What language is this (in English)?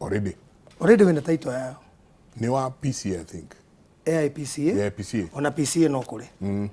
Kikuyu